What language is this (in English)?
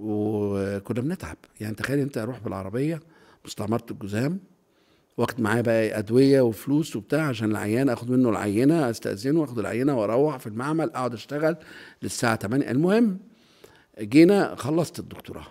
Egyptian Arabic